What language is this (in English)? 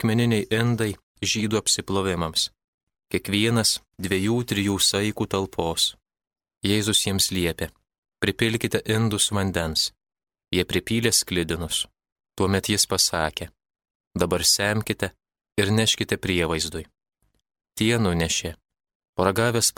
Lithuanian